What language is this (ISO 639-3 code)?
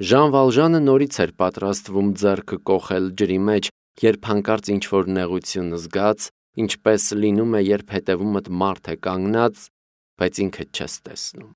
hye